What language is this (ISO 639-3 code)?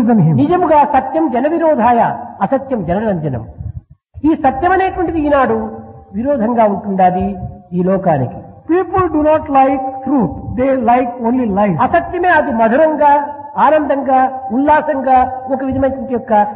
tel